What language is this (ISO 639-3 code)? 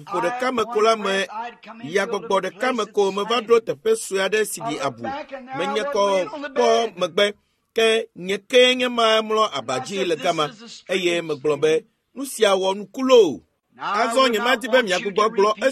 ewe